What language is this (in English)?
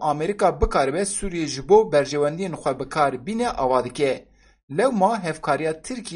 Kurdish